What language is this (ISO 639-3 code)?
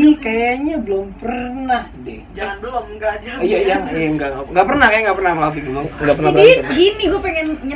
ind